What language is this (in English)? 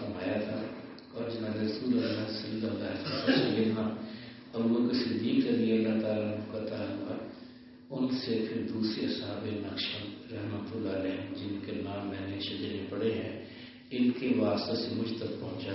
Urdu